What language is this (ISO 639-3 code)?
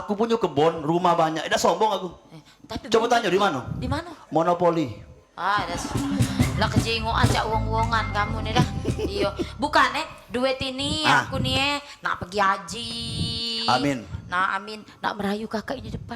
mui